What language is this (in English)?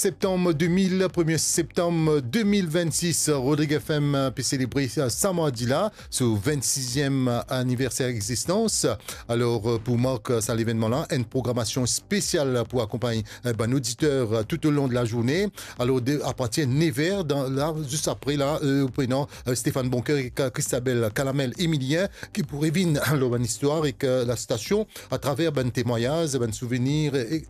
Morisyen